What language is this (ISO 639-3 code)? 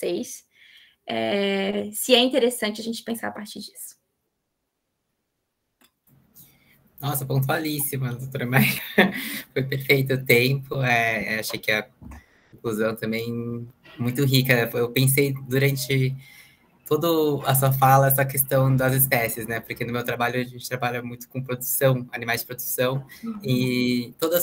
por